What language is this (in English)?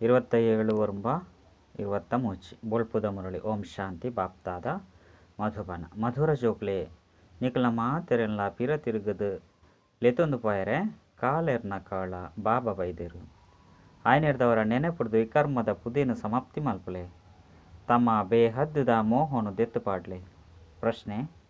Tulu